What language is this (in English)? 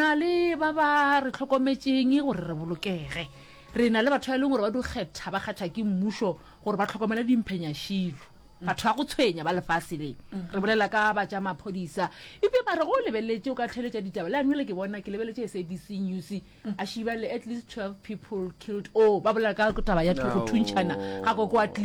Northern Sotho